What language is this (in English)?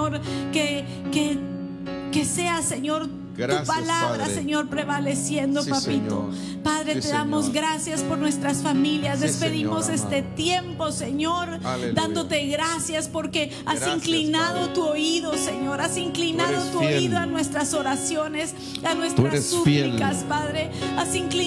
Spanish